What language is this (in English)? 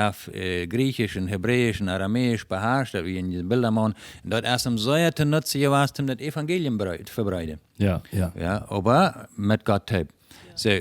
Plautdietsch